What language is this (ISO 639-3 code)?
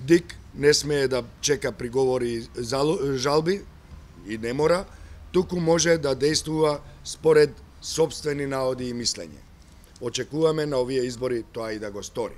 mkd